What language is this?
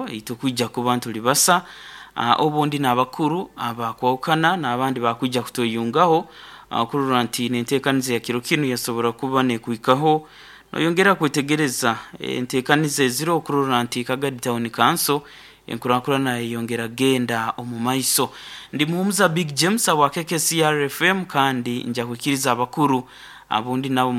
Nyoro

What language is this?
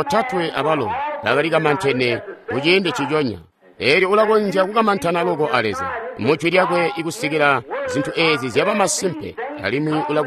Tonga (Zambia)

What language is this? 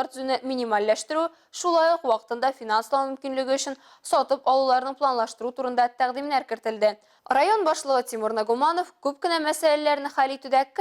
Tatar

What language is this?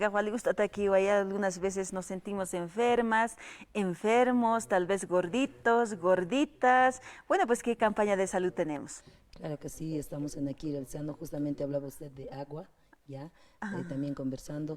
Aymara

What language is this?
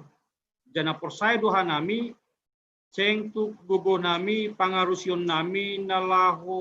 Batak Simalungun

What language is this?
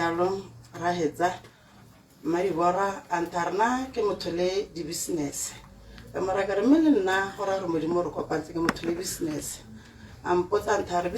Tswana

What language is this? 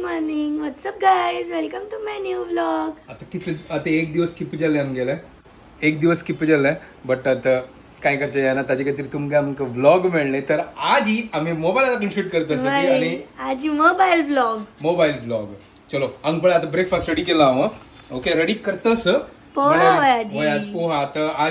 Konkani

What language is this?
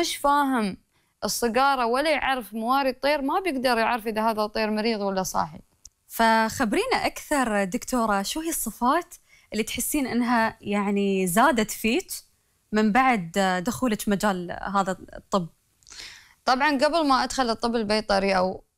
Gulf Arabic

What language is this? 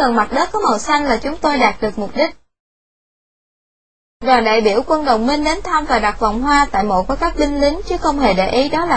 Vietnamese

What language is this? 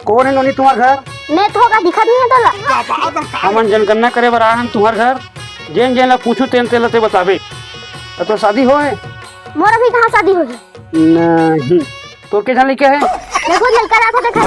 Chhattisgarhi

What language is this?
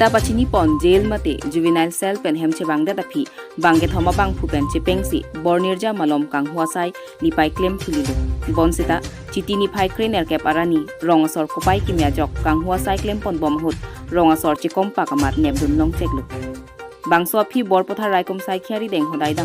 Karbi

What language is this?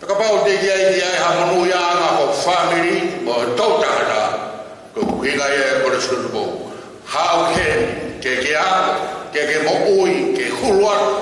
Tongan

